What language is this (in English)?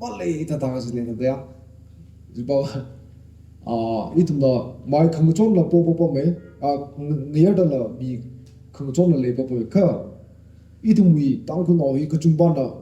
Tangkhul Naga (India)